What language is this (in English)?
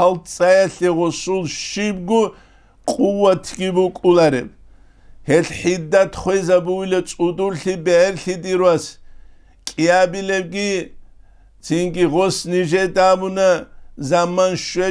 Avaric